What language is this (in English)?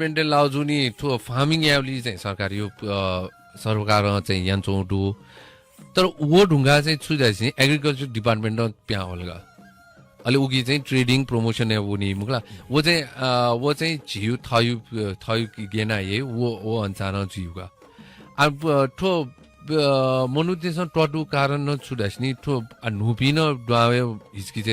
Newari